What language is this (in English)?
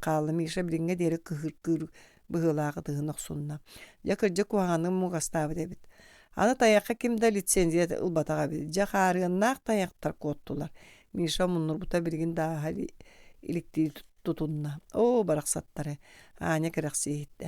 Yakut